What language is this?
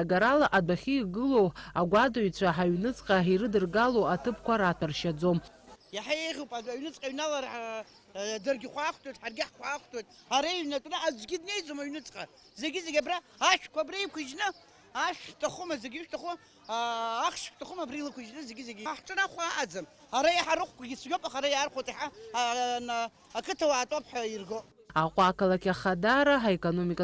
Abkhazian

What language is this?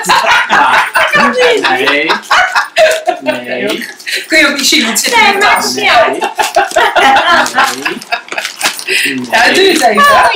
Dutch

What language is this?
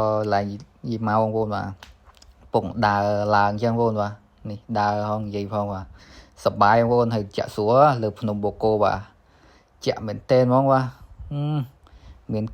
Khmer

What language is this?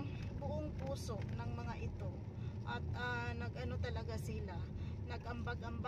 Filipino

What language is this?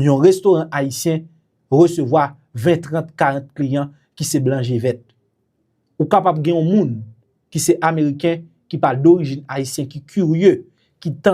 Haitian Creole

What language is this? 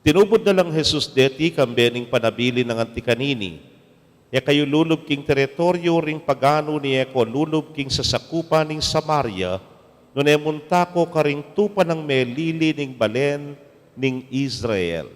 Pampanga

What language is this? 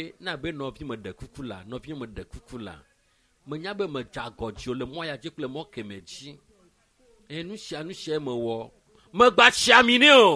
Ewe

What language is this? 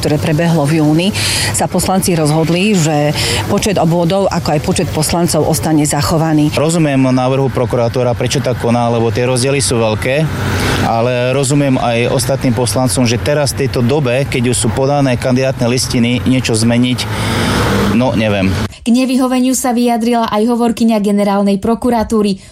Slovak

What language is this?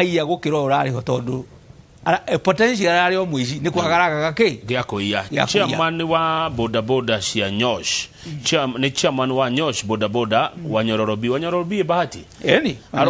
Kikuyu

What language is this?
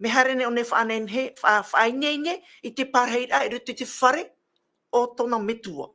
Tahitian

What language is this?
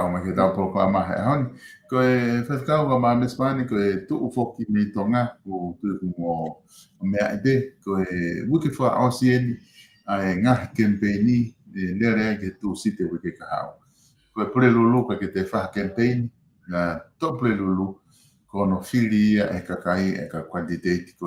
Tongan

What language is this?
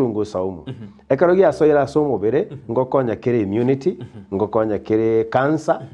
Gusii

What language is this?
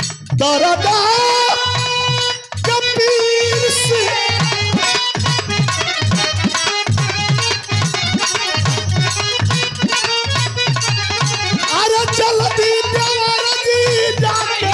Bhojpuri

